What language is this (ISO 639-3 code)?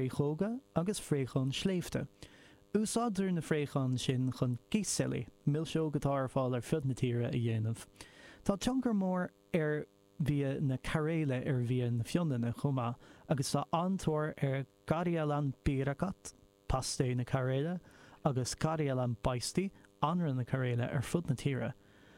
gle